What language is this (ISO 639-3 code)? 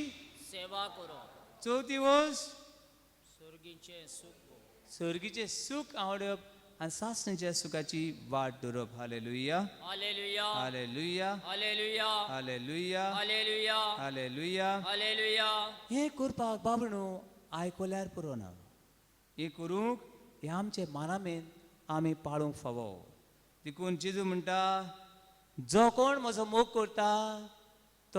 kok